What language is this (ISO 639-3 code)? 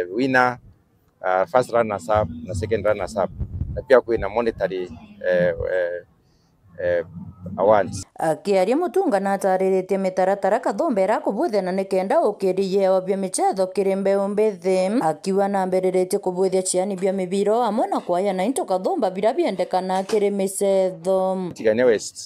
mer